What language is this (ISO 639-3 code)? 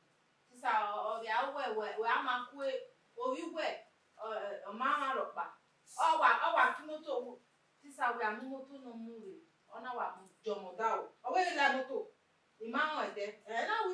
bin